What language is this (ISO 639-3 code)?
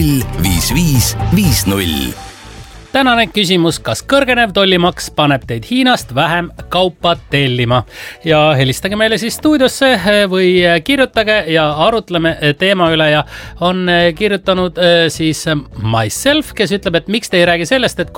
est